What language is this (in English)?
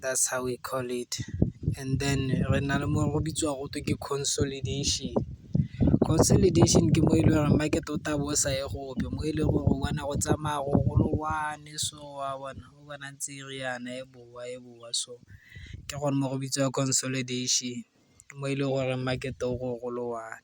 Tswana